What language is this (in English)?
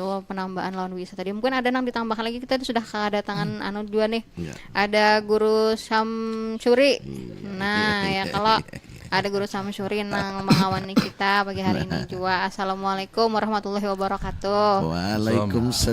Banjar